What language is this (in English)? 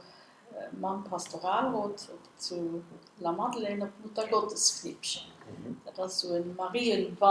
Luxembourgish